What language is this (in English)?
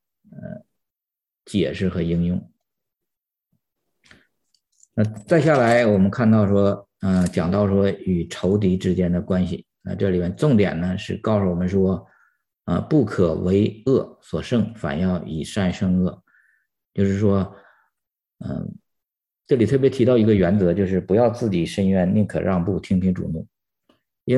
Chinese